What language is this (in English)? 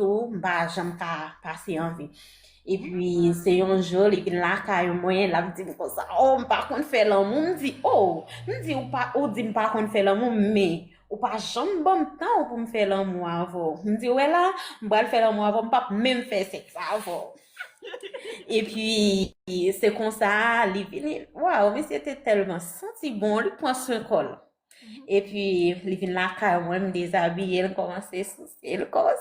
Haitian Creole